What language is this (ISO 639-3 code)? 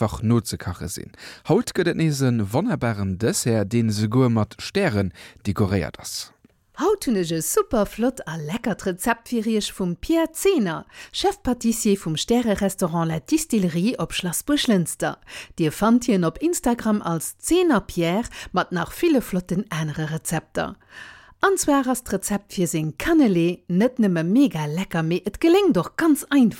ltz